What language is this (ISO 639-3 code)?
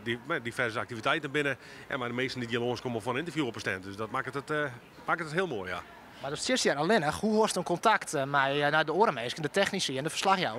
fry